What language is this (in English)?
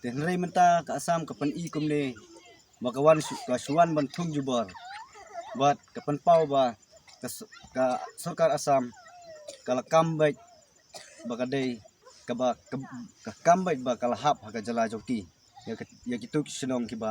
Khasi